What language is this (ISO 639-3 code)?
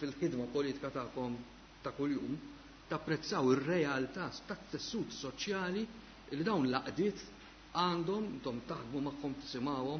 mlt